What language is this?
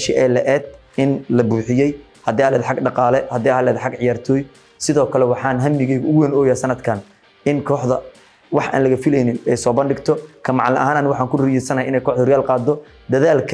Somali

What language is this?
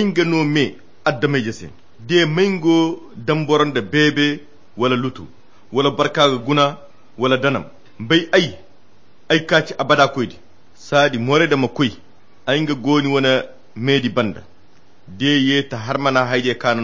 Koyra Chiini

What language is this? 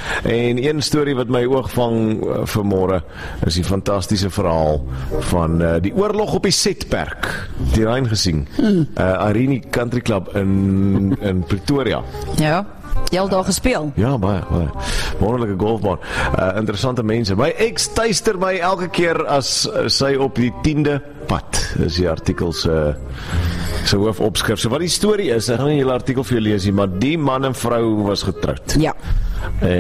Afrikaans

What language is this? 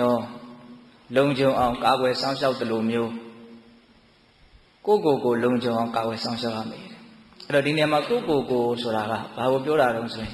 Burmese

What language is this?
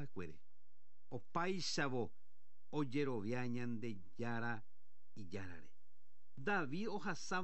Guarani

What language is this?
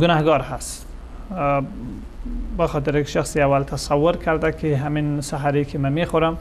Persian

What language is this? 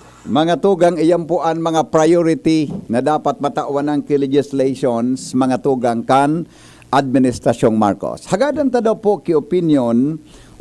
Bikol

